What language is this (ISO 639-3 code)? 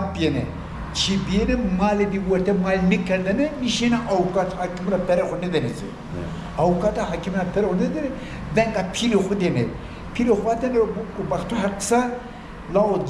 zza